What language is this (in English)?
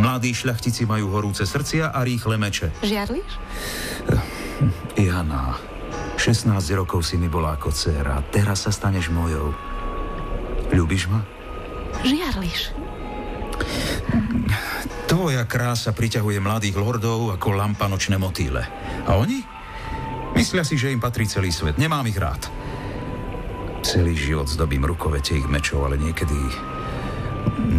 Slovak